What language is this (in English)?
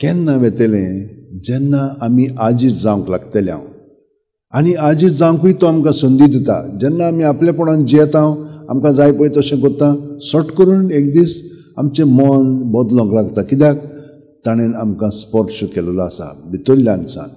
Konkani